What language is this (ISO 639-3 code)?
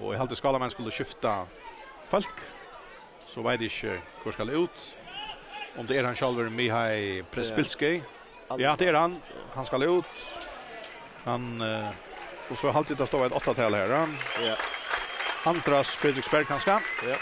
fao